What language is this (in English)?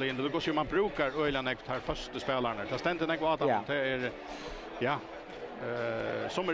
Faroese